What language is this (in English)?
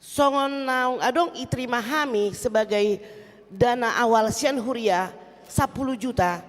Batak Toba